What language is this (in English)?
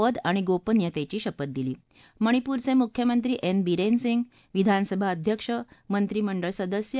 Marathi